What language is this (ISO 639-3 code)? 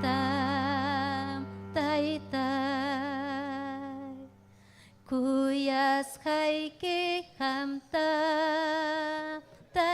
quy